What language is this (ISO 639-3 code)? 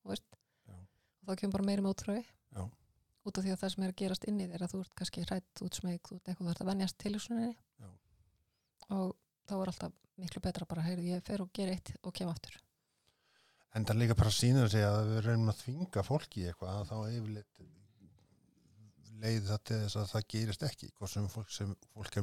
isl